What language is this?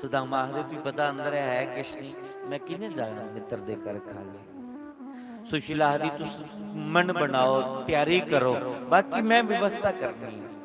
Dogri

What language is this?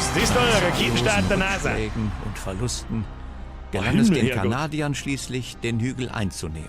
Bavarian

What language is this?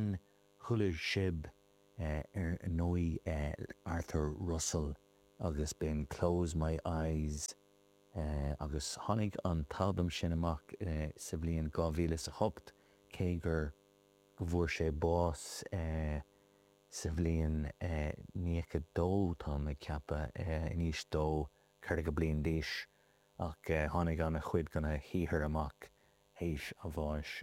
Irish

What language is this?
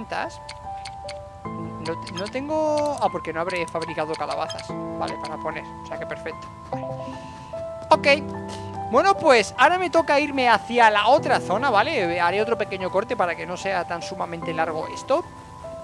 Spanish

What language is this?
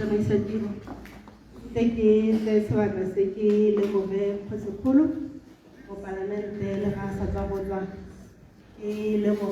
Tswana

